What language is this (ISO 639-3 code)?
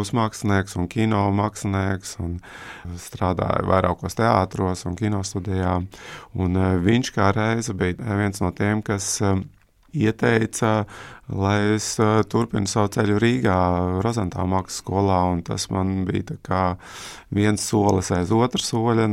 lav